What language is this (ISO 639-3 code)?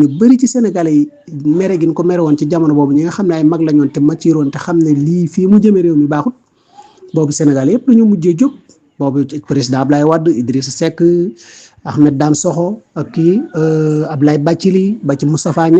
wol